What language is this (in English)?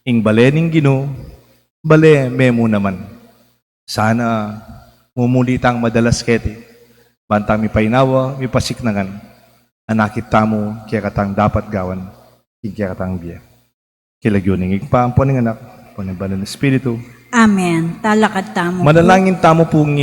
Pampanga